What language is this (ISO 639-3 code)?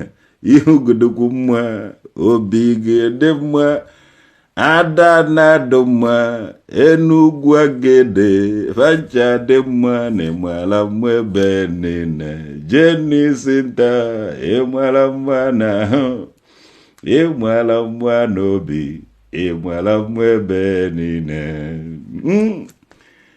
ibo